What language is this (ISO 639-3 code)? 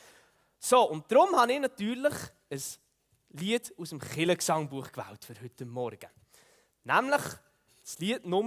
gsw